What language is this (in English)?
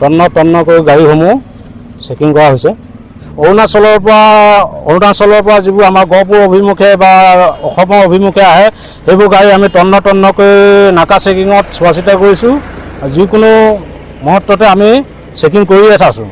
Assamese